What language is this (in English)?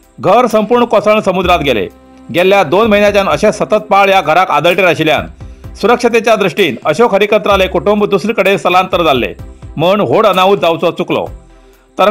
Konkani